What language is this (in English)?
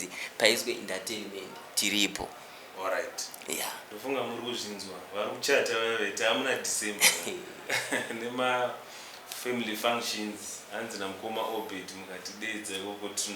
Shona